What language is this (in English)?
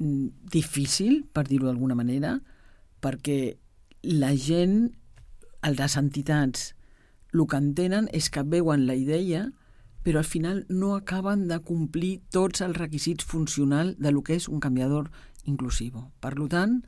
Catalan